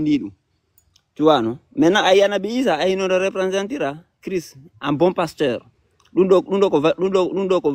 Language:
Fula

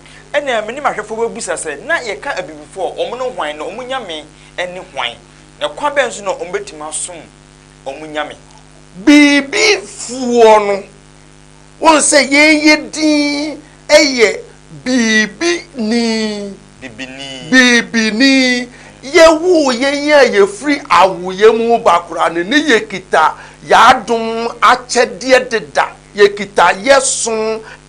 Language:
Akan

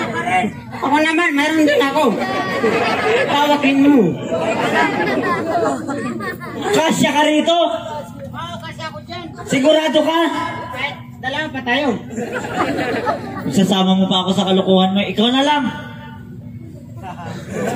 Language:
Filipino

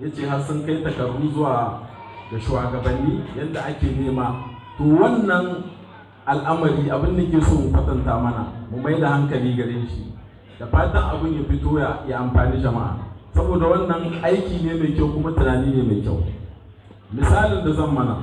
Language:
Hausa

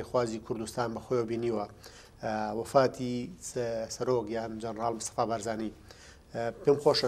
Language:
Central Kurdish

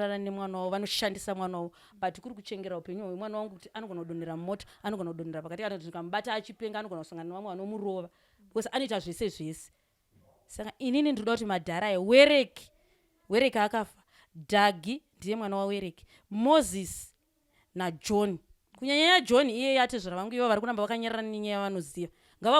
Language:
Shona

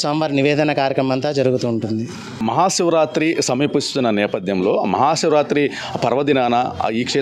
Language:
Telugu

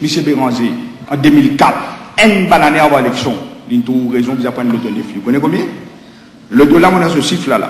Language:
Morisyen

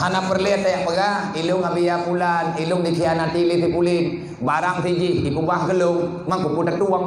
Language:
Achinese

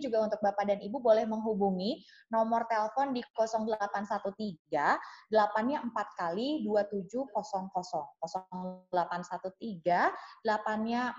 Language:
Indonesian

